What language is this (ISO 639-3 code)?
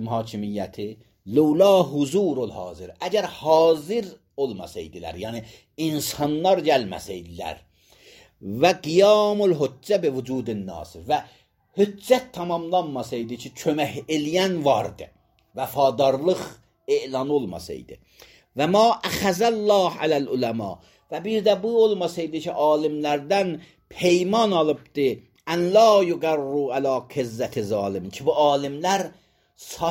aze